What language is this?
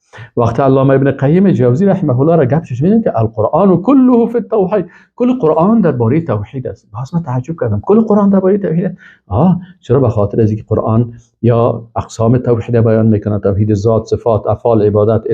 Persian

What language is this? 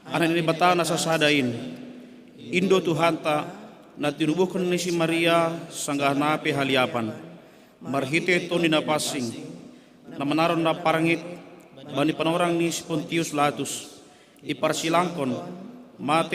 Batak Simalungun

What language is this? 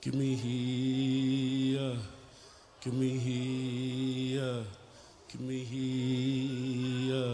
Māori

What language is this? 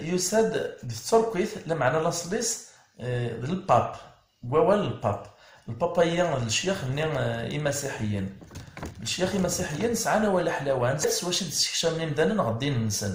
Kabyle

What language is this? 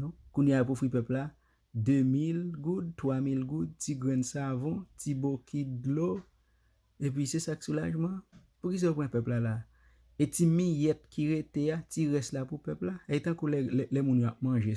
Haitian Creole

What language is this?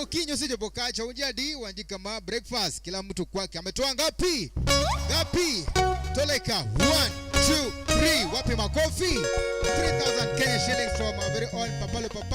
Luo (Kenya and Tanzania)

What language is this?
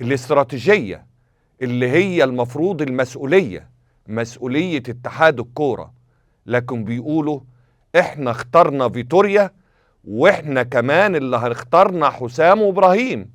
Egyptian Arabic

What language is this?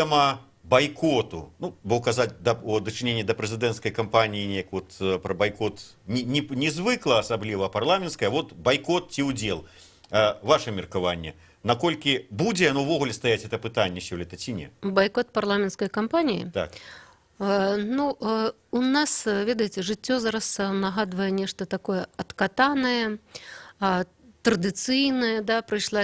Belarusian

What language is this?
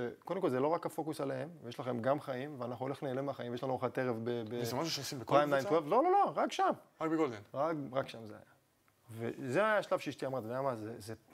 Hebrew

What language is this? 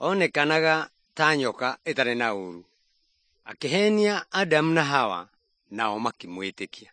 Kikuyu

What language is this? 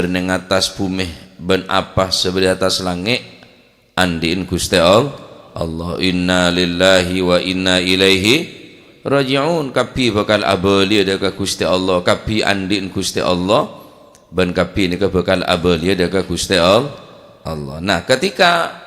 Madurese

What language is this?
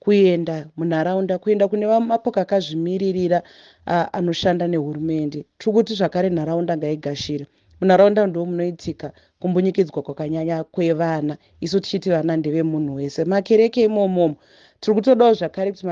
Shona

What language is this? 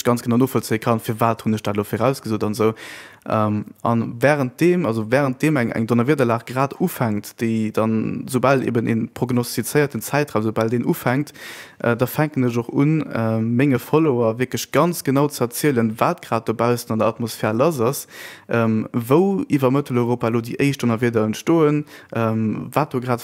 Luxembourgish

